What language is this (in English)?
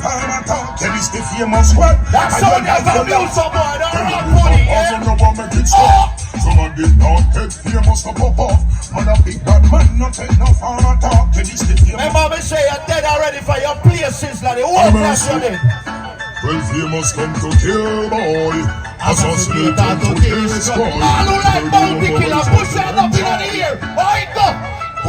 Jamaican Creole English